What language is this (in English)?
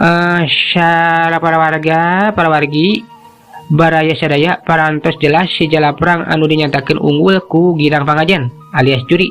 Sundanese